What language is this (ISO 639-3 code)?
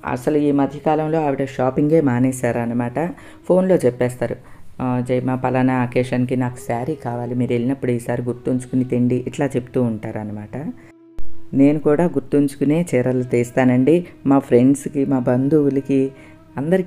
tel